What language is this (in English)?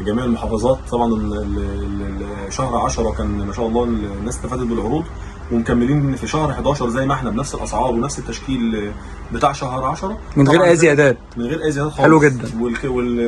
Egyptian Arabic